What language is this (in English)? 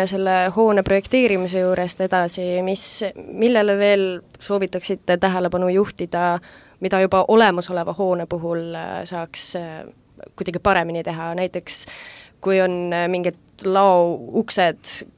Estonian